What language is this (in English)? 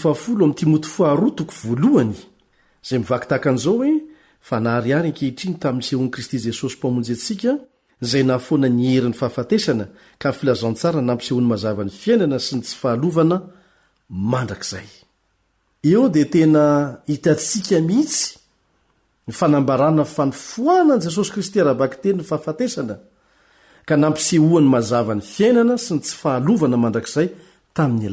Malagasy